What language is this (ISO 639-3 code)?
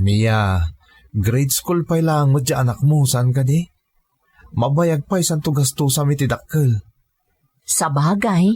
ilo